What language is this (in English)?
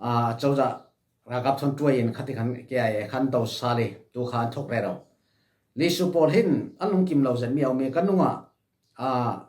Falam Chin